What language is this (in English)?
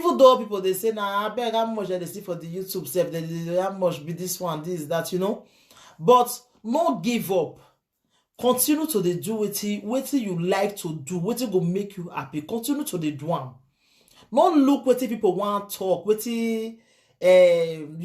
Nigerian Pidgin